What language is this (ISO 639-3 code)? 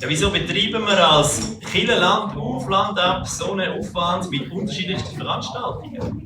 gsw